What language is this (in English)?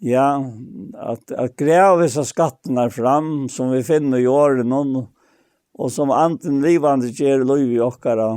Faroese